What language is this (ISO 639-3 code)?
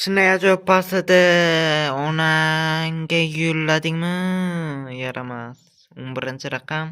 uzb